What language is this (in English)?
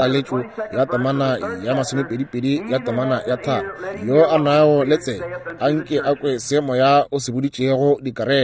Northern Sotho